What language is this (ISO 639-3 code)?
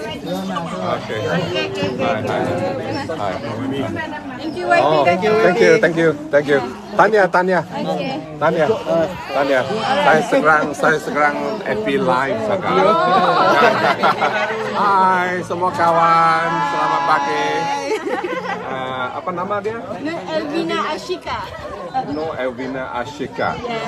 msa